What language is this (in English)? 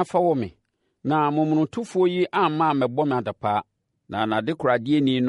Akan